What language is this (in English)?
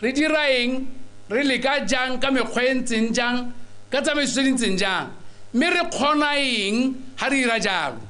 Tswana